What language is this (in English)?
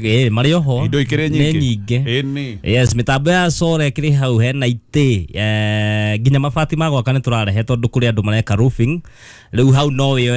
Kikuyu